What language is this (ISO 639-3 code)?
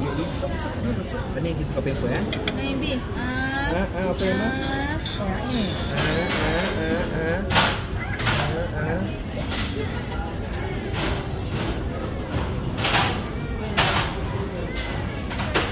msa